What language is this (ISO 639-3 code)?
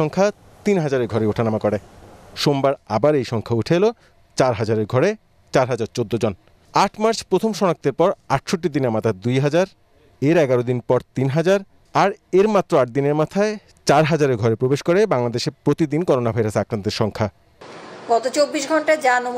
ben